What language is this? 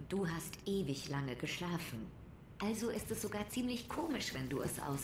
Swiss German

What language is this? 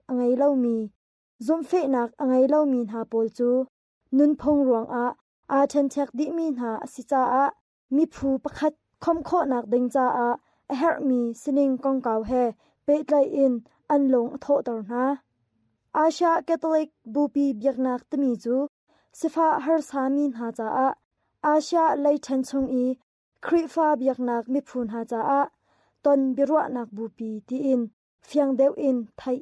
Hakha Chin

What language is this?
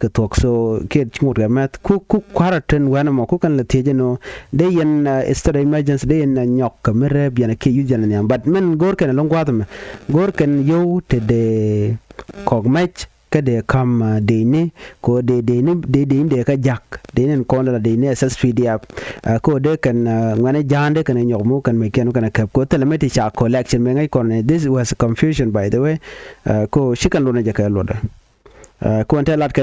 Nuer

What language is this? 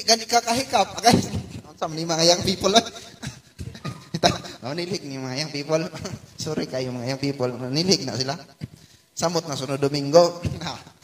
Cebuano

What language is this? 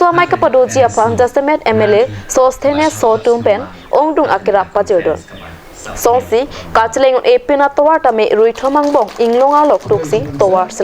Karbi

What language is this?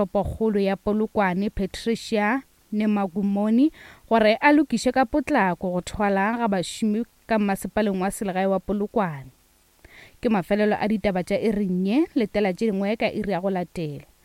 Northern Sotho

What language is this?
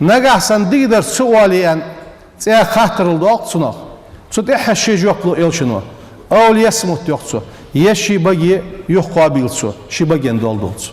Ingush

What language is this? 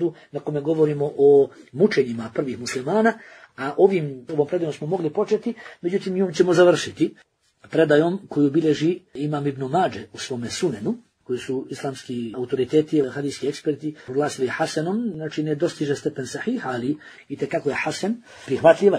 Bosnian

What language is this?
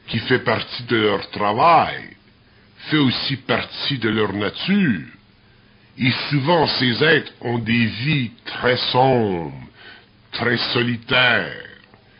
French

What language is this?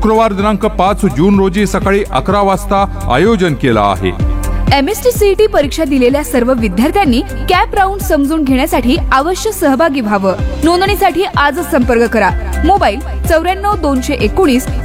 Marathi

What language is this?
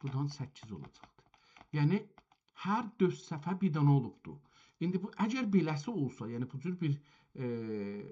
South Azerbaijani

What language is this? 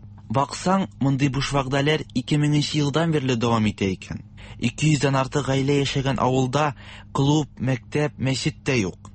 Tatar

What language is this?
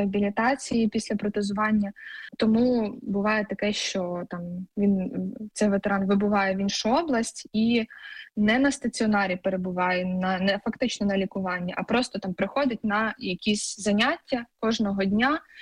Ukrainian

